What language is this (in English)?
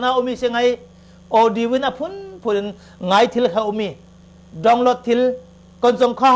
Falam Chin